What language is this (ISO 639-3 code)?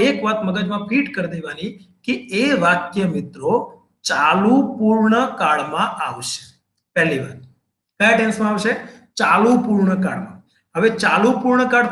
guj